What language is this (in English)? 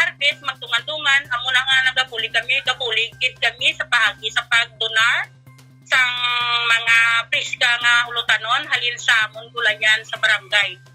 Hiligaynon